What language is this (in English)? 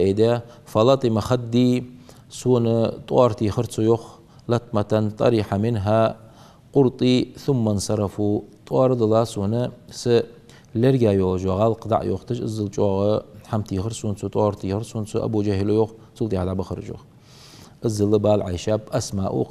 Ingush